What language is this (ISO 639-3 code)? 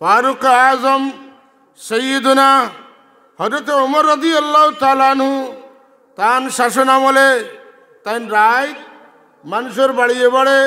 syl